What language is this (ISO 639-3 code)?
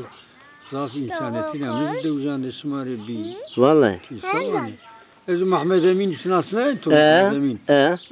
zza